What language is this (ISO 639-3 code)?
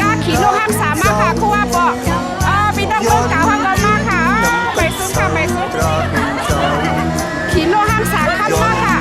shn